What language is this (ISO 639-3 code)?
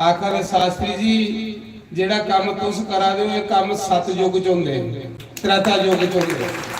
doi